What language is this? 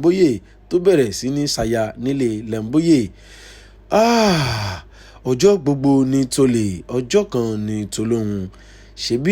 Yoruba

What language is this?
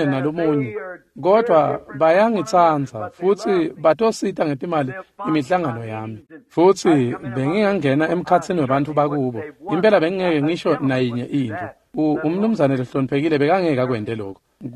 Swati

